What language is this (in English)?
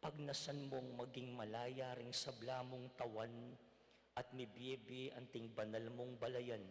Pampanga